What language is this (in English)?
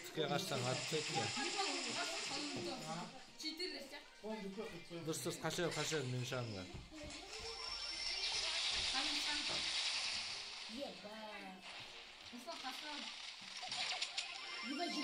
Kazakh